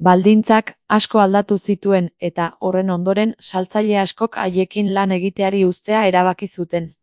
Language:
Basque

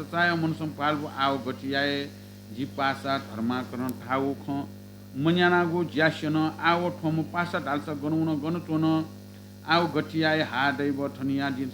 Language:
Newari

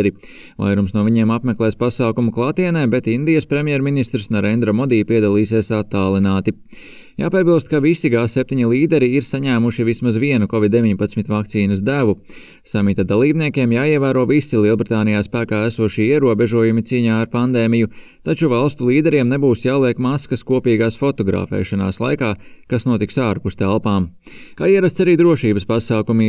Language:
Latvian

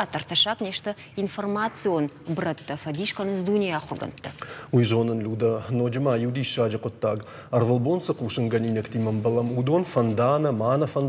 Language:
Ossetic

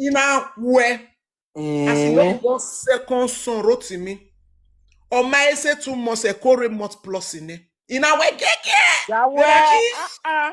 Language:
Nigerian Pidgin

